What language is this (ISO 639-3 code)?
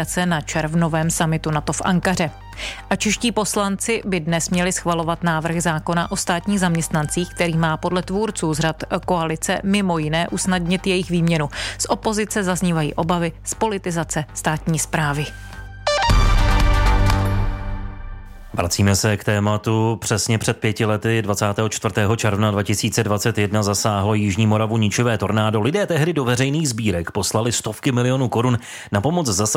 ces